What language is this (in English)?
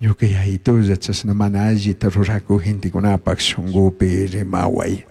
Chimborazo Highland Quichua